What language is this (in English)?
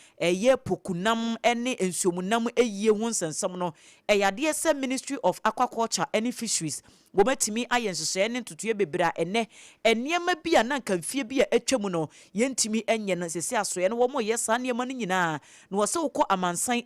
Akan